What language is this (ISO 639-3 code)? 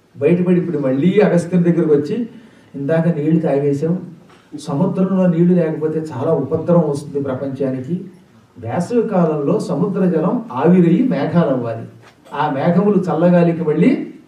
tel